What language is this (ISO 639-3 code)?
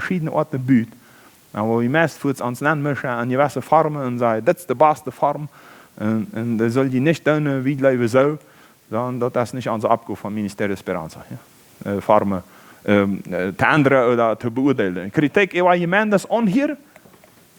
pdt